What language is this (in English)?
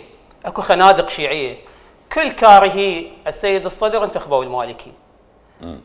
Mesopotamian Arabic